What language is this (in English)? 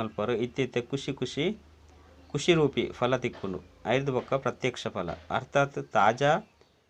Tulu